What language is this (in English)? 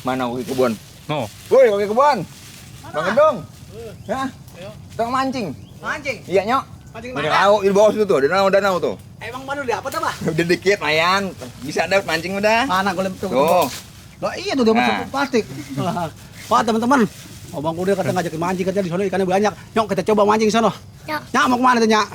Betawi